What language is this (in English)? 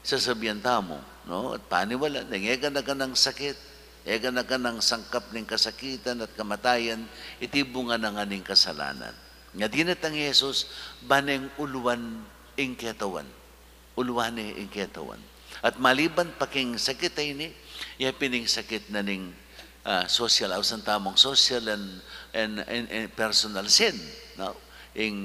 Pampanga